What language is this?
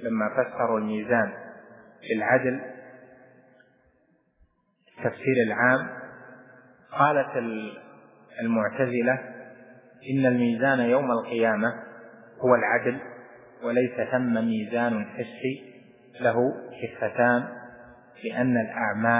Arabic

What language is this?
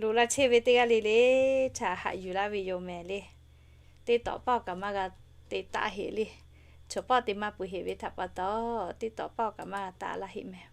Lahu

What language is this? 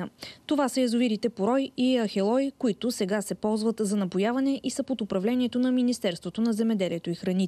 Bulgarian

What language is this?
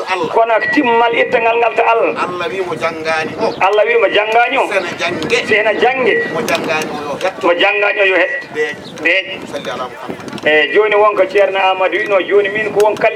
Fula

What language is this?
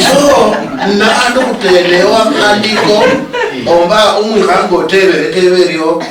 Luyia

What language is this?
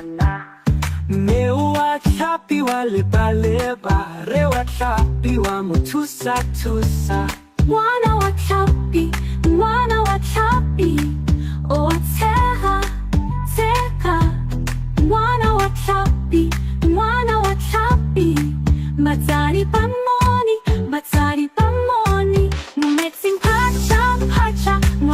Tswana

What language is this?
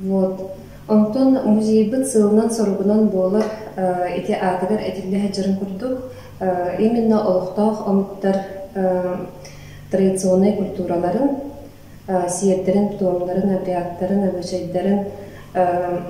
Yakut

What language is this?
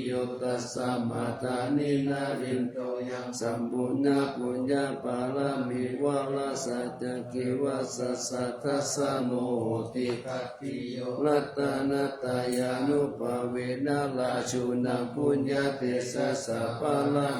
Pali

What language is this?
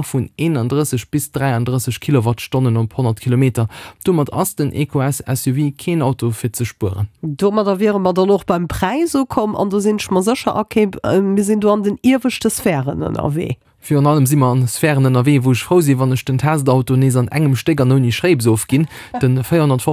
Luxembourgish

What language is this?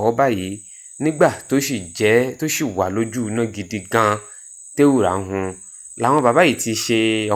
Yoruba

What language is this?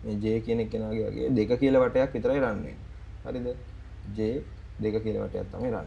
Sinhala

